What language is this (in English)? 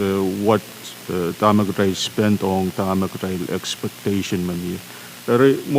Pohnpeian